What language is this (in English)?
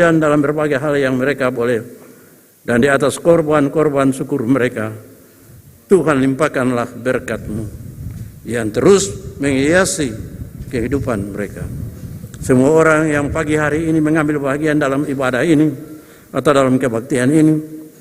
Ambonese Malay